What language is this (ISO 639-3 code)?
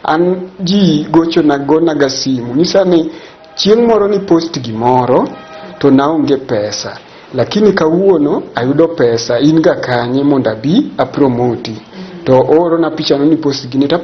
luo